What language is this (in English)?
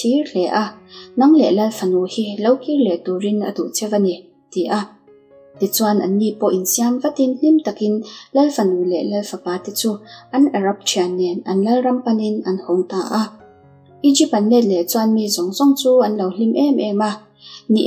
Mizo